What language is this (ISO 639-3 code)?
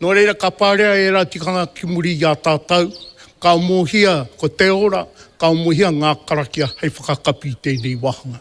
mri